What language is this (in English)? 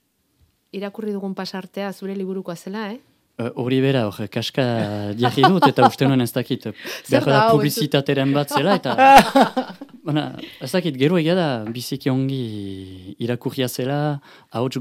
Basque